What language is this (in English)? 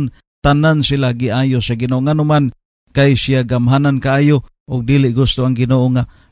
Cebuano